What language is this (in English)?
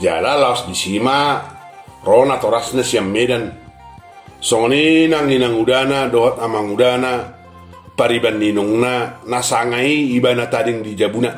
Batak Toba